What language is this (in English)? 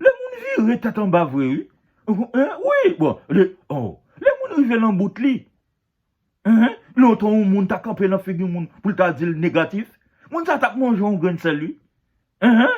Haitian Creole